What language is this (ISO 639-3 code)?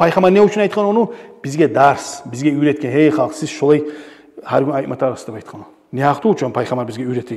kum